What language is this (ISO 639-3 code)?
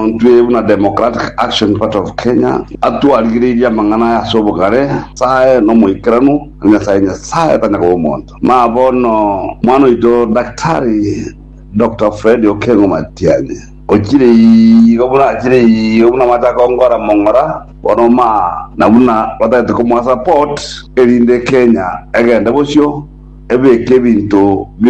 guz